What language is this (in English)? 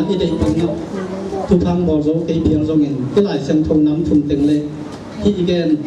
Tedim Chin